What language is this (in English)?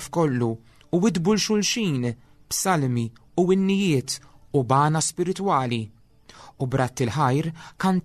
Maltese